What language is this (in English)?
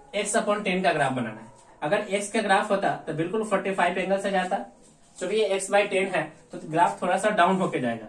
Hindi